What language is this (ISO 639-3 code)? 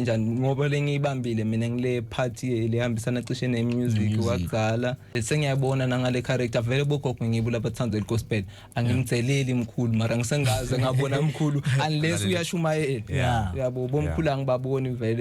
zul